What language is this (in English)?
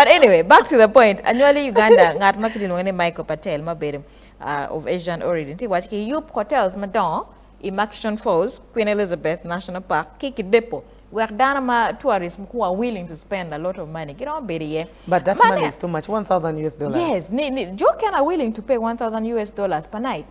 Acoli